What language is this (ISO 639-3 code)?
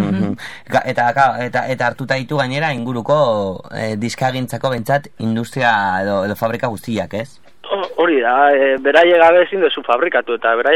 eus